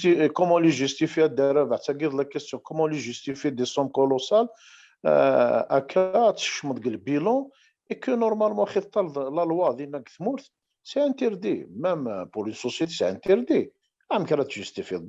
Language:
Kabyle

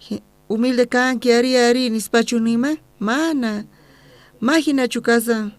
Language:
South Bolivian Quechua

